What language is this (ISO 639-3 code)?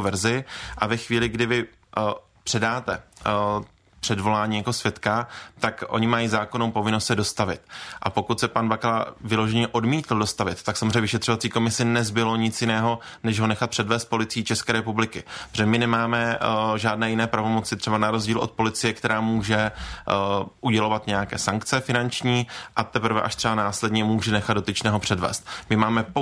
ces